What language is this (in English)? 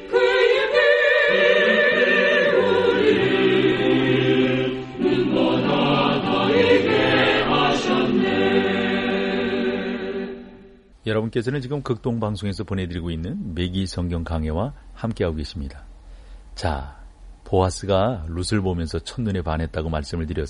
Korean